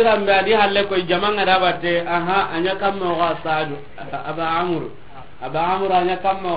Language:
Soninke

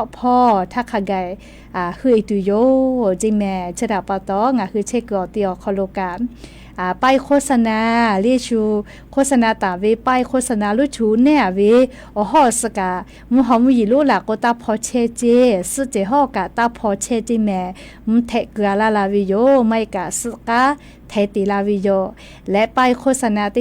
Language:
Lahu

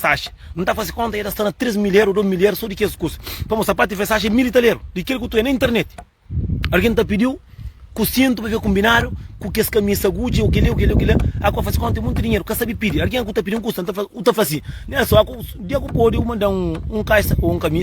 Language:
Kabuverdianu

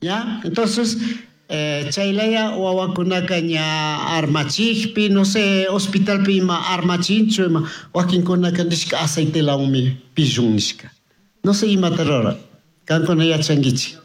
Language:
Chimborazo Highland Quichua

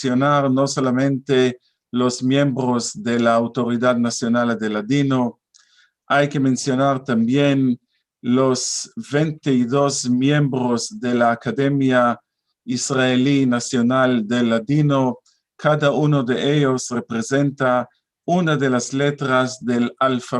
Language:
Ladino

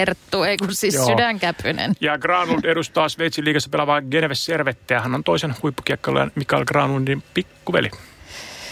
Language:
Finnish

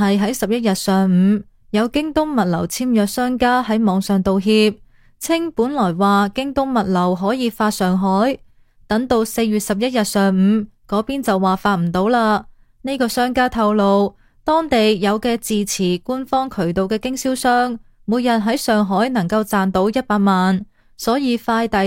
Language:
Cantonese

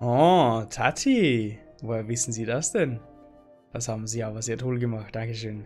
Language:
Bavarian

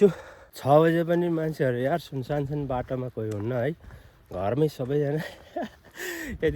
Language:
Nepali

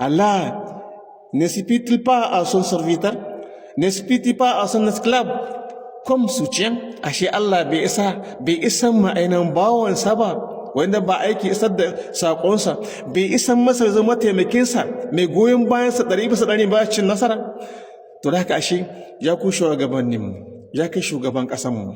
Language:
Hausa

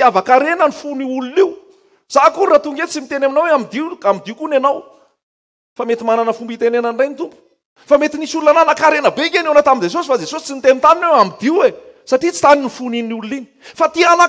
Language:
Malagasy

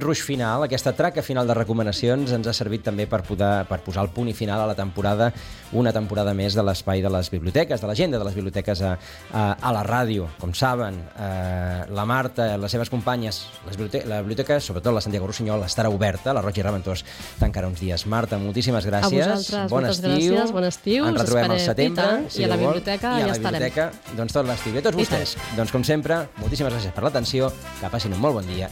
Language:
Catalan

